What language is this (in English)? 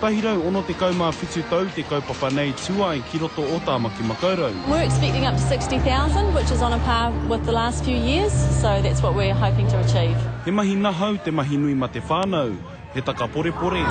Māori